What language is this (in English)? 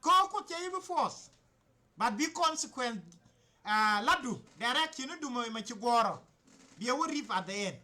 Nuer